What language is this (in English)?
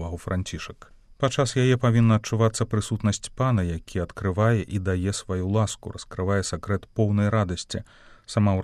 Belarusian